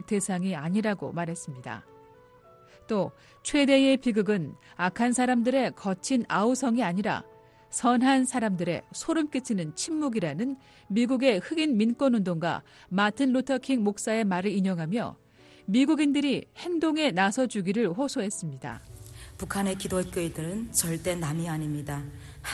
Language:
Korean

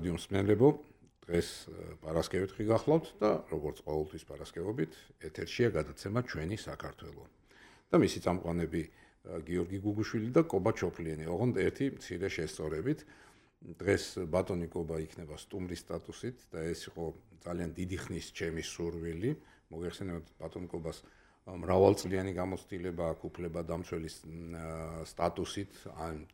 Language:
Georgian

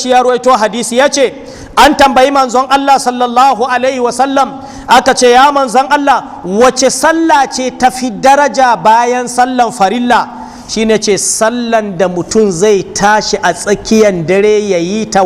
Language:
Hausa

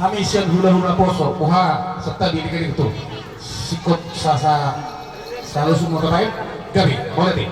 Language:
Batak Toba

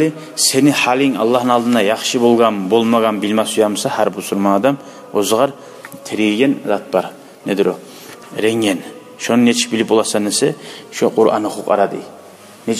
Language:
Kumyk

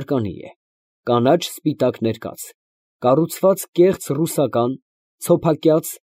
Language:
Armenian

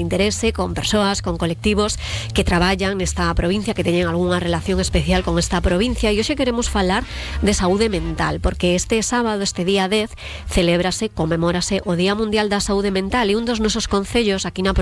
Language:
Galician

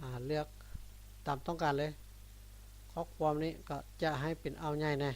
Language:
Lao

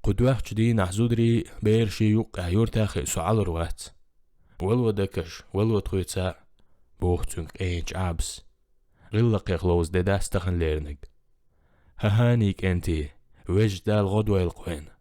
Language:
Chechen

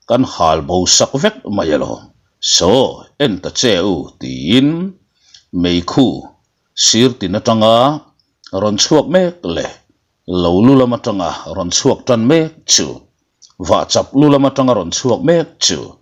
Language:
Mizo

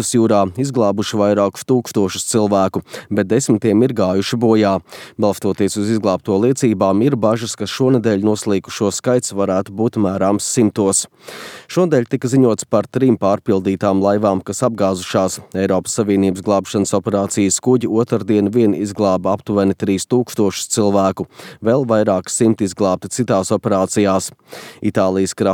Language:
Latvian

